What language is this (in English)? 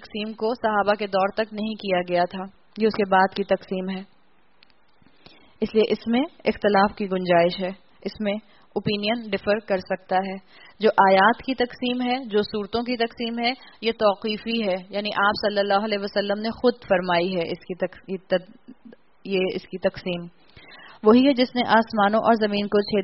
Urdu